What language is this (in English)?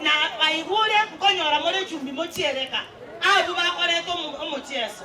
Gusii